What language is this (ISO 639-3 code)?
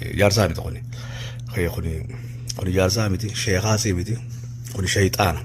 orm